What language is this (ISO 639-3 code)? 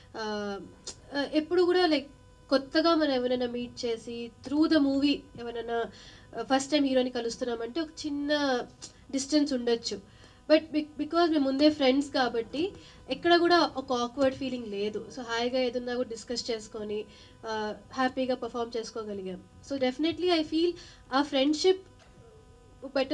tel